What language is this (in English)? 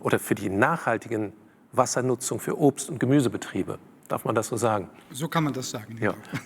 Luxembourgish